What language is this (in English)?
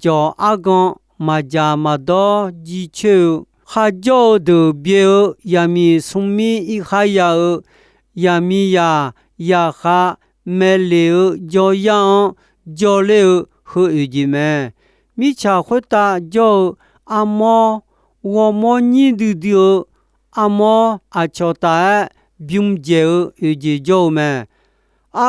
Akha